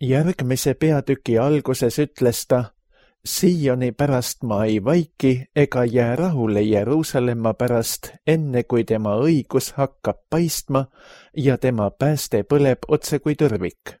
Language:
Estonian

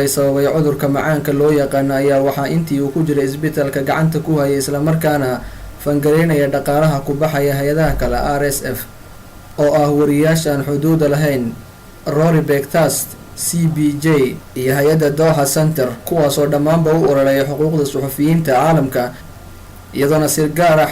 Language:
Somali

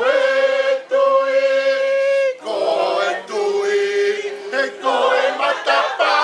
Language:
Tongan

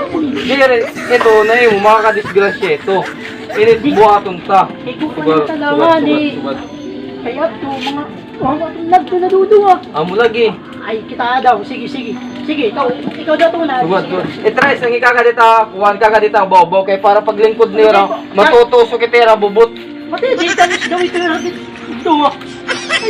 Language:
Waray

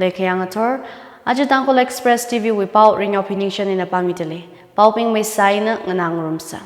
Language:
Tangkhul Naga (India)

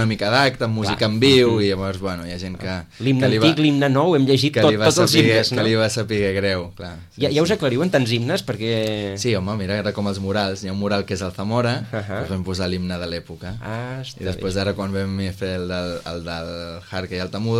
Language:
Catalan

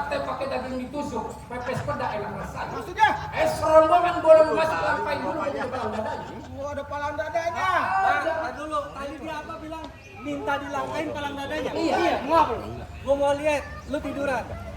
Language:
Betawi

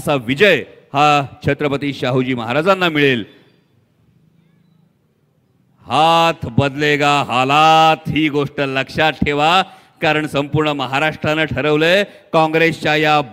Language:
Marathi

